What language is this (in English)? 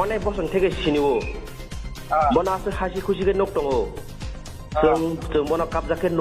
Kok Borok